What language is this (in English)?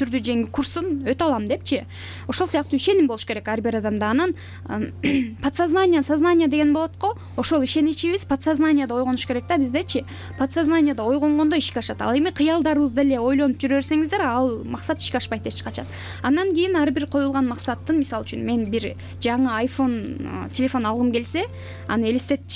Kyrgyz